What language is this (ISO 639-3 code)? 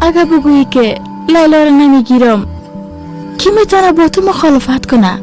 fas